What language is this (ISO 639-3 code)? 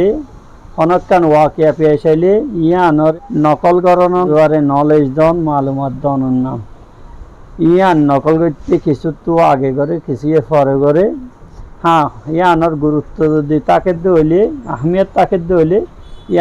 rhg